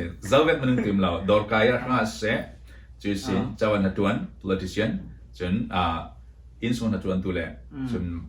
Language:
Falam Chin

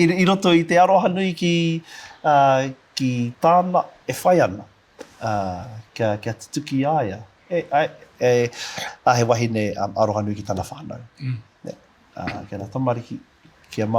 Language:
Māori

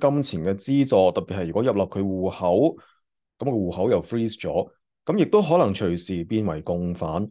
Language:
Cantonese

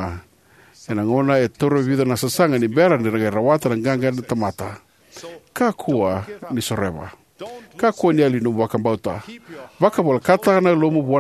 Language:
Fijian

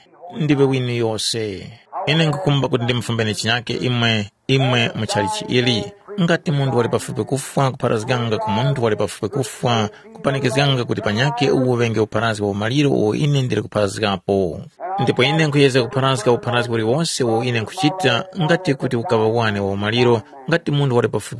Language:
Tumbuka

